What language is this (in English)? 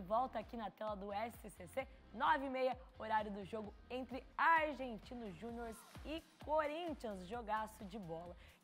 Portuguese